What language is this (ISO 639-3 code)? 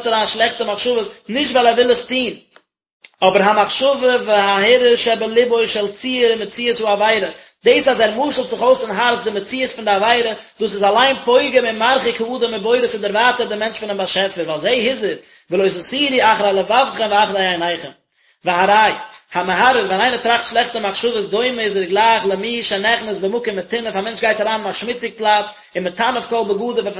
yid